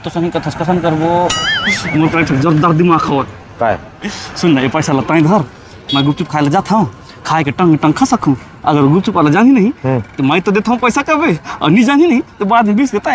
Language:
Chhattisgarhi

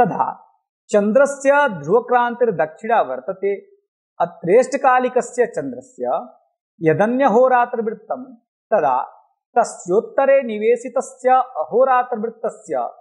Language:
Sanskrit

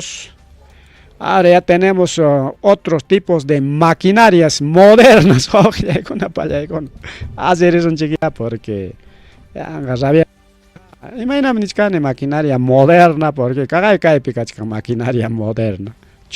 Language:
Ayacucho Quechua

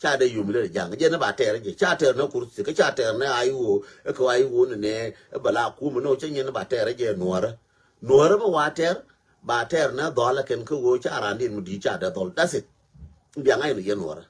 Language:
Nuer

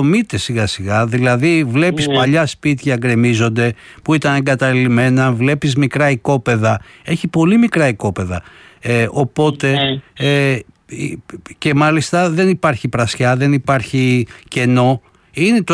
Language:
Greek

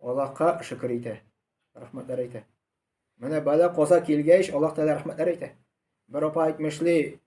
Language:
Tatar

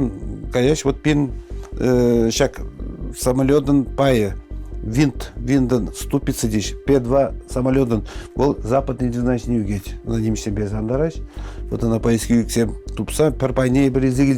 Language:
Chuvash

